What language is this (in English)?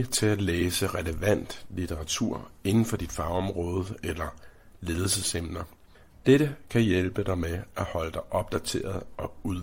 Danish